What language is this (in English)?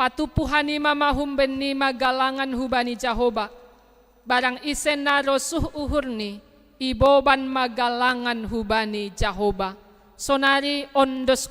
Batak Simalungun